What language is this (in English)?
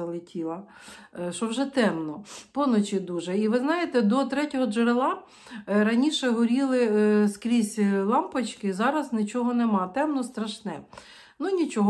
Ukrainian